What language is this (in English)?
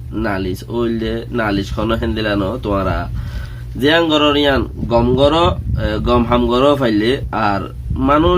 Rohingya